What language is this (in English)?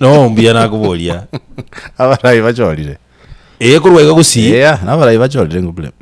Gusii